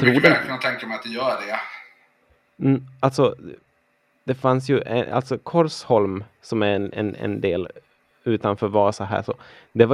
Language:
Swedish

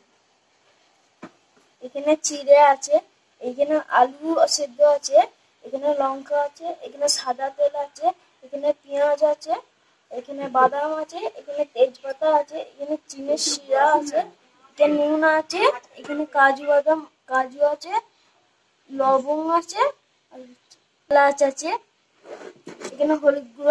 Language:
Bangla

